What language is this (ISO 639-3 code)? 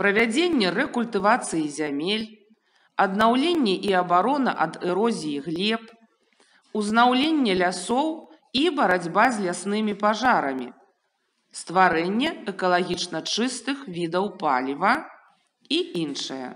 bel